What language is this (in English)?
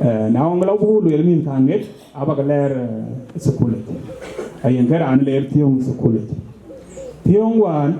Dinka